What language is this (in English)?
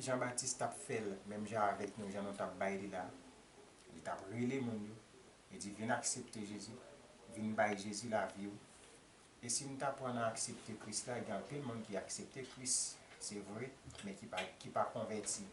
Haitian Creole